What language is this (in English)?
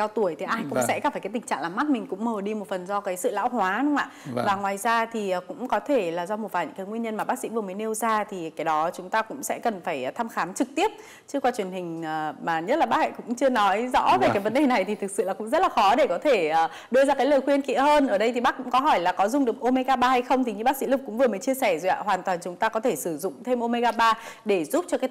Vietnamese